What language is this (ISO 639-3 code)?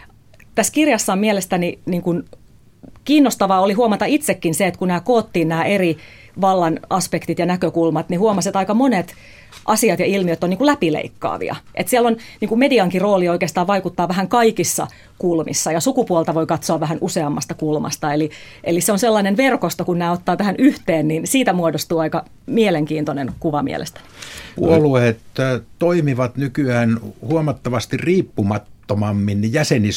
fin